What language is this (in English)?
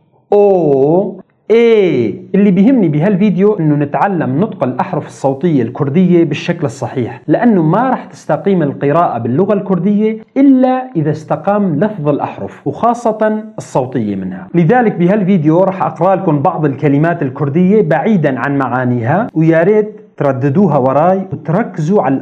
North Levantine Arabic